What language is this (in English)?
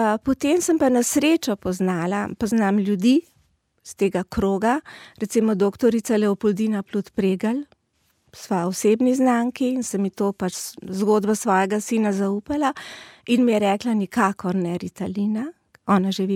Slovenian